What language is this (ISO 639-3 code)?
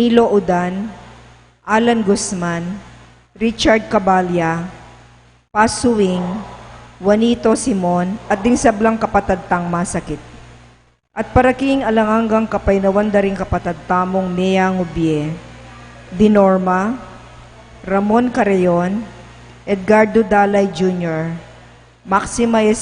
pam